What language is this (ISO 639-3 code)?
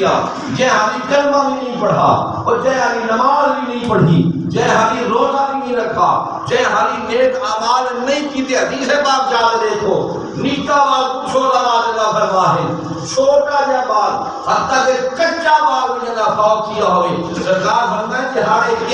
skr